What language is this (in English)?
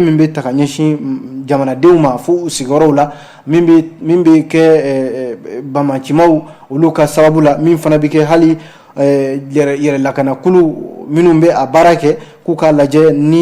Bambara